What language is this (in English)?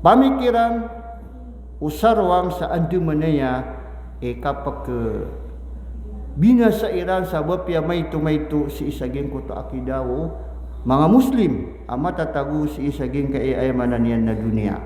Maranao